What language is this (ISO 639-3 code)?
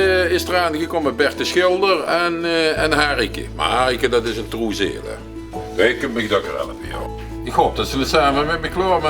lim